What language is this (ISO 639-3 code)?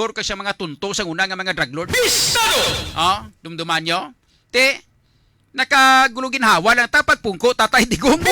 hil